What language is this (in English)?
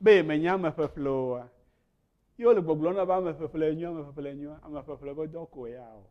Ewe